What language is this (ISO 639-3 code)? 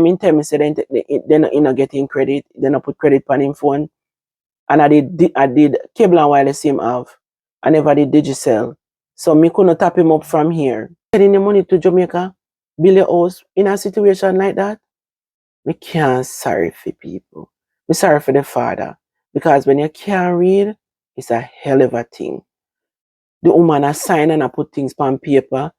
jam